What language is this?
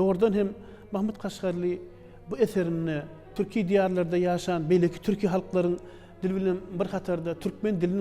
Turkmen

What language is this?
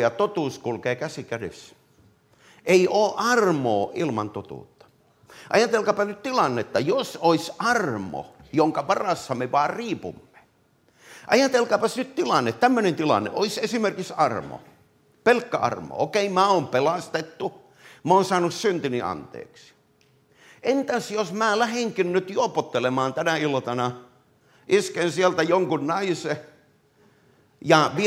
Finnish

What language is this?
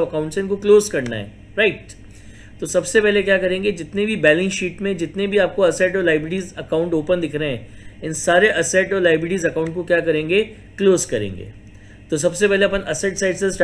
Hindi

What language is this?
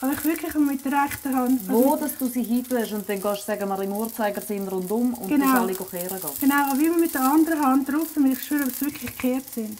Swiss German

